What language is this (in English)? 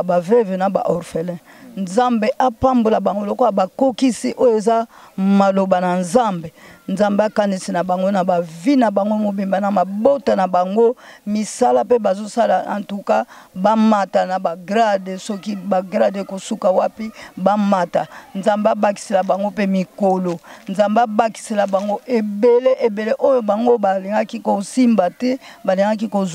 Lingala